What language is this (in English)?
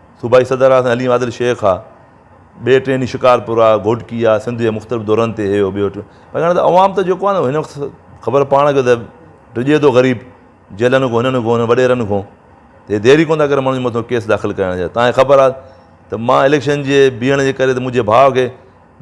Sindhi